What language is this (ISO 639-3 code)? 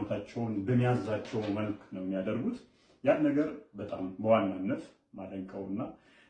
amh